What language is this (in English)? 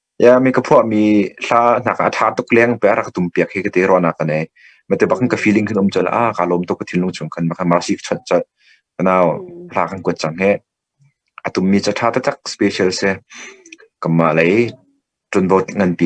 Hakha Chin